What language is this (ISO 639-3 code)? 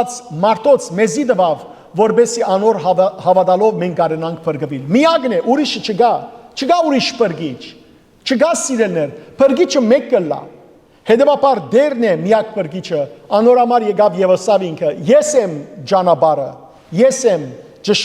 hyw